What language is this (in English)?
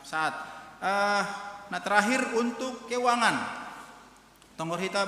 Batak Simalungun